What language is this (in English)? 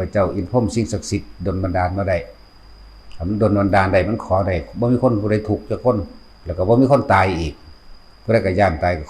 Northeastern Thai